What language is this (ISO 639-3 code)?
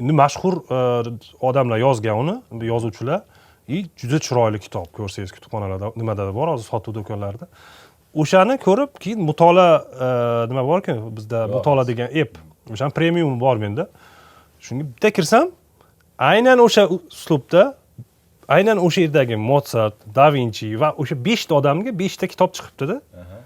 uzb